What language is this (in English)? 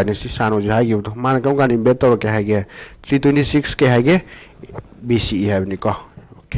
Manipuri